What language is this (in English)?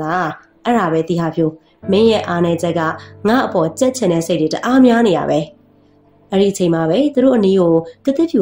Burmese